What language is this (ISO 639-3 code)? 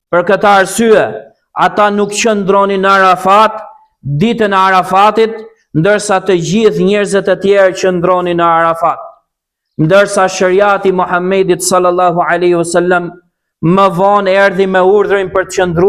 sqi